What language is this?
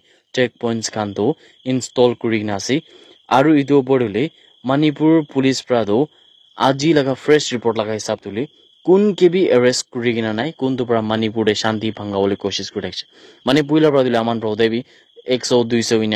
Naga Pidgin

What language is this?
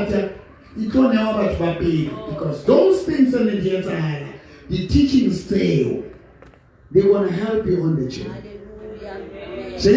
Southern Sotho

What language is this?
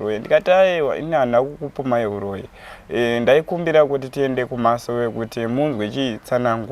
Shona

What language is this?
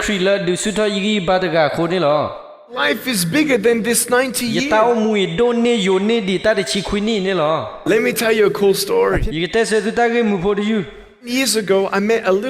S'gaw Karen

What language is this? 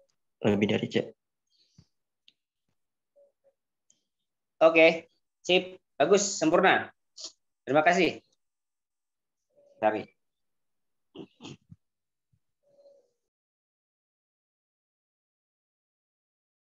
Indonesian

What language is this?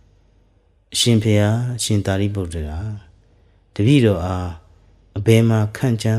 Burmese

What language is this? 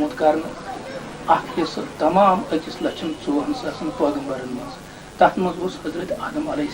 Kashmiri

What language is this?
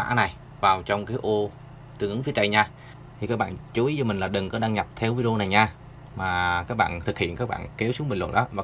Vietnamese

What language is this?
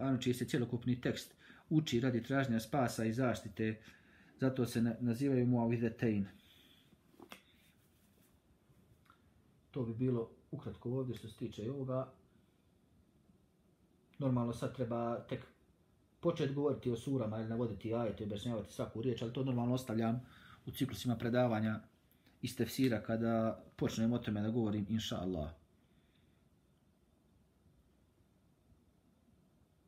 Bosnian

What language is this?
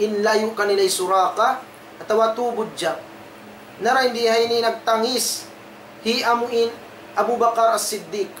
Tausug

